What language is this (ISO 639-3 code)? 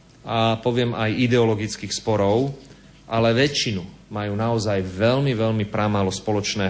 slk